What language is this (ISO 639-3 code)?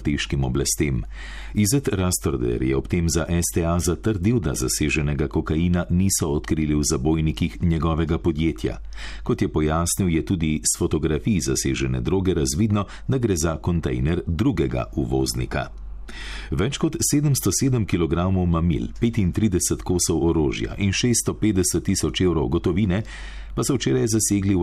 slv